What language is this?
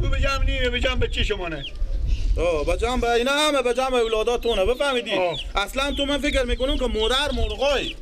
Persian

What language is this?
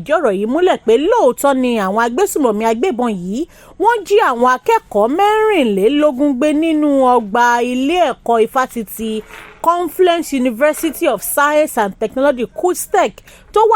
Yoruba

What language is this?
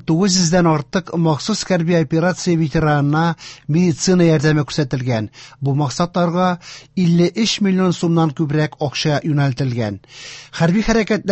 Tatar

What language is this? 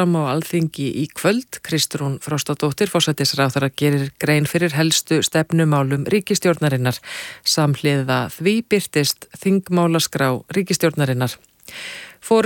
Icelandic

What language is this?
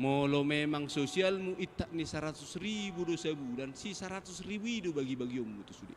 Batak Toba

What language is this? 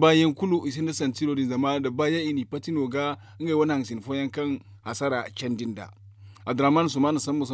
Zarma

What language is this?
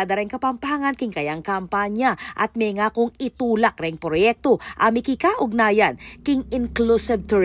Pampanga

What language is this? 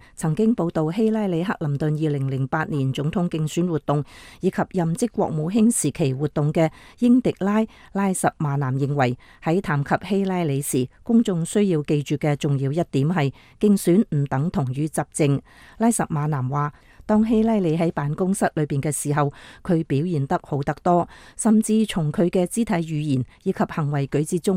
Cantonese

